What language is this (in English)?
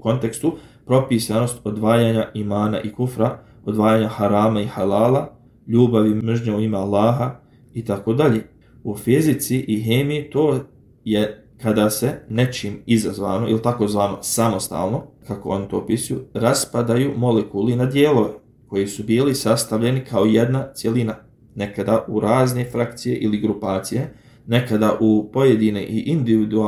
Bosnian